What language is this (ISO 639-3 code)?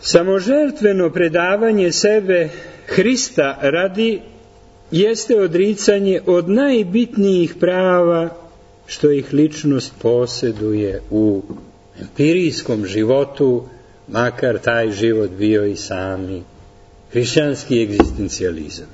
srp